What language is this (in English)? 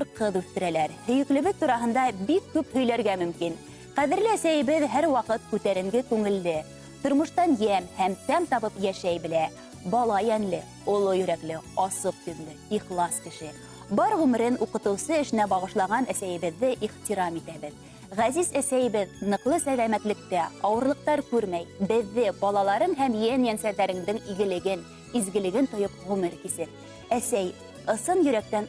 Bashkir